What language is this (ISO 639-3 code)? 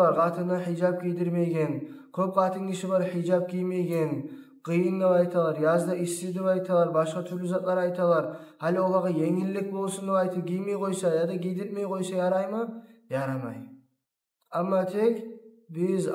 kum